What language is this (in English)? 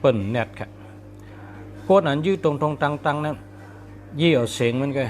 Shan